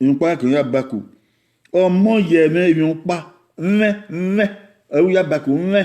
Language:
Bini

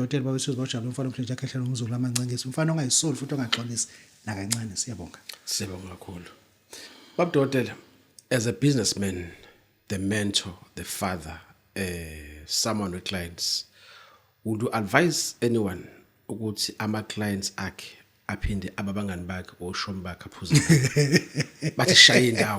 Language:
Zulu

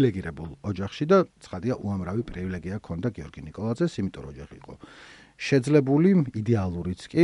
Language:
Georgian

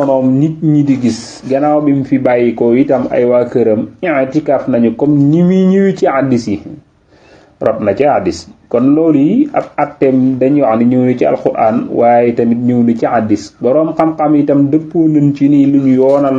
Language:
Wolof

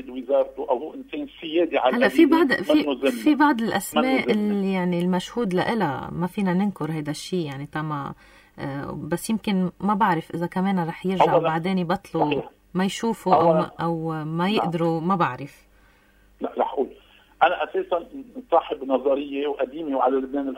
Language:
North Levantine Arabic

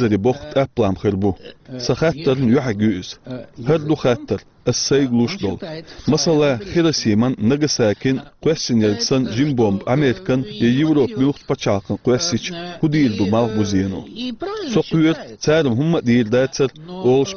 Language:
Chechen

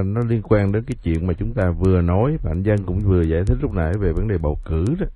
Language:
Vietnamese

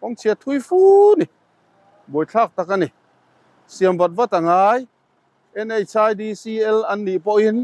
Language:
Mizo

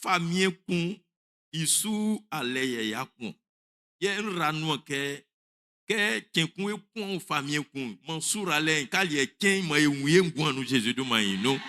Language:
Baoulé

